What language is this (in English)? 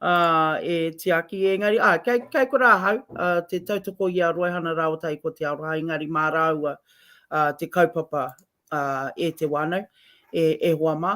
Māori